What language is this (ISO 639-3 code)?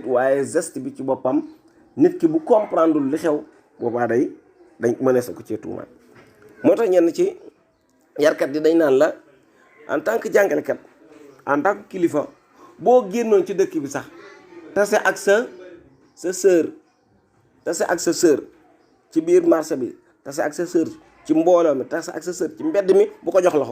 wol